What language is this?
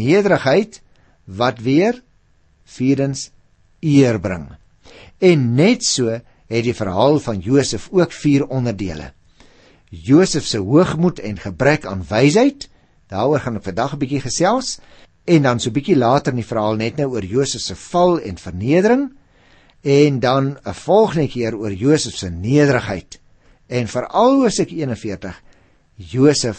Afrikaans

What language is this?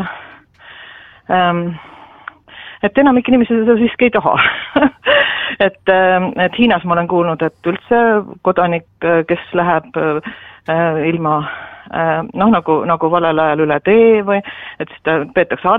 Estonian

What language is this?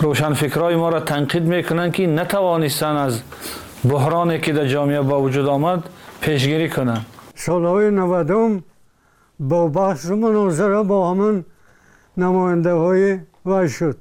Tajik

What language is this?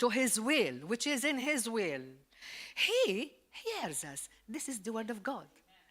English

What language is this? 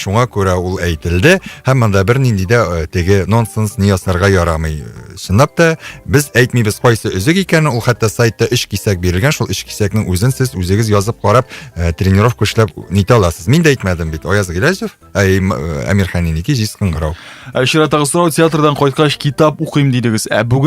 Tatar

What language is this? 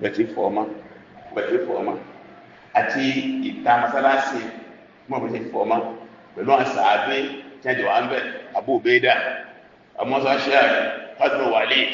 Yoruba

